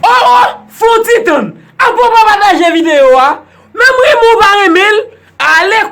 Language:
Haitian Creole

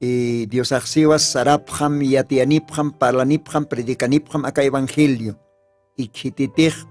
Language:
Aymara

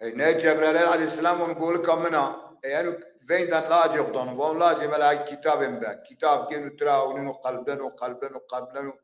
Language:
Zaza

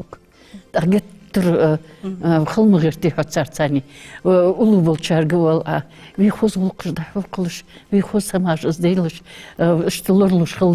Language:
Ingush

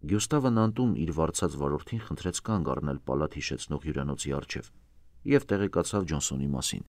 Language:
Armenian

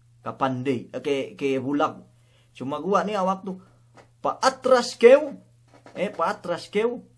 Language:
Yakan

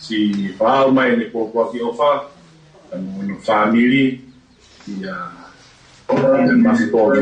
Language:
Tongan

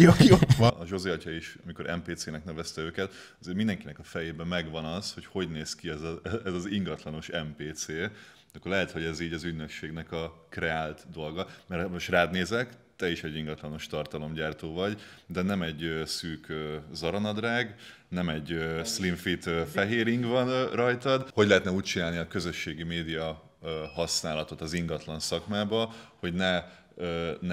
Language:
Hungarian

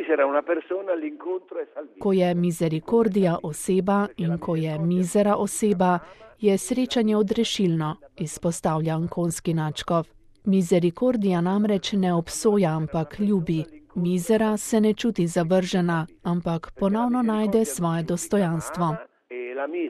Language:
Slovenian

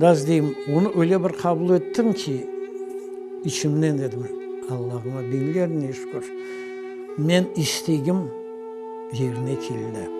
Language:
Crimean Tatar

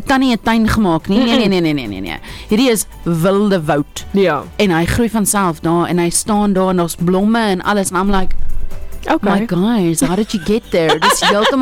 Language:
Afrikaans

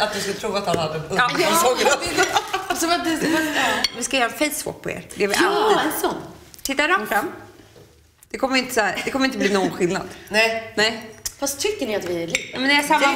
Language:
Swedish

